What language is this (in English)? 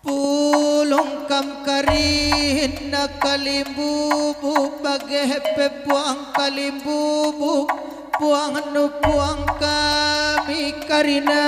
Batak Karo